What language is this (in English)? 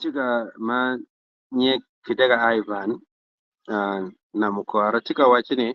Acoli